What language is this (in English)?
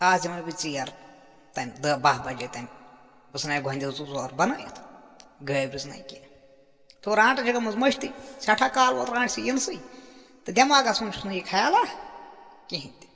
Kashmiri